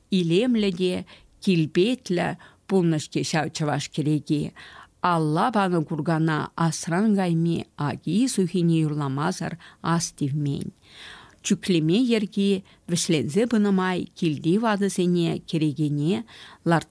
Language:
Chuvash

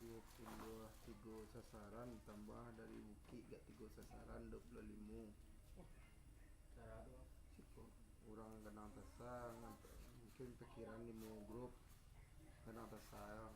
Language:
Minangkabau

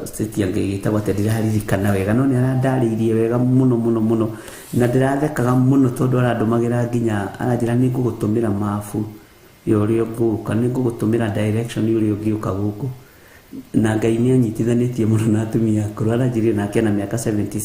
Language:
Kikuyu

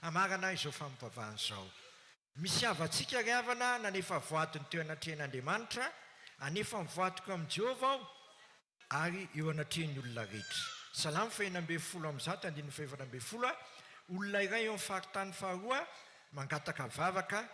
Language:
Malagasy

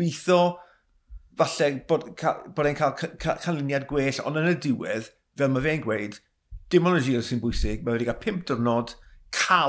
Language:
Welsh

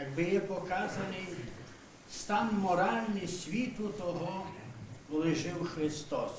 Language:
Rusyn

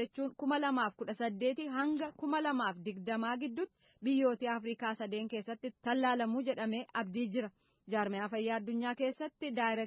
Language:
Oromo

